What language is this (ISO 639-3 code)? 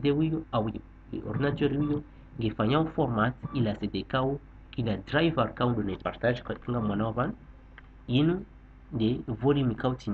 zdj